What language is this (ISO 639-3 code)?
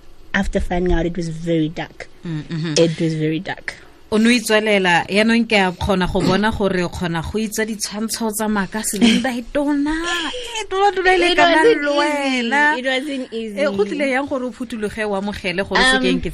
tsn